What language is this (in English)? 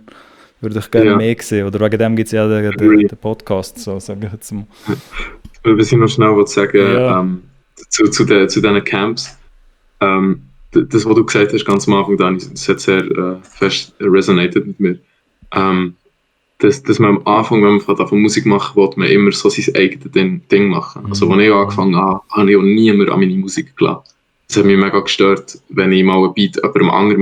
Swiss German